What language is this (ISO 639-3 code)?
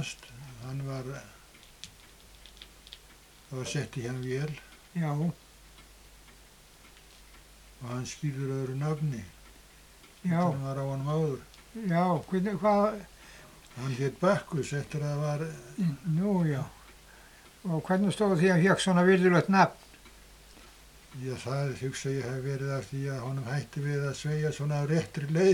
isl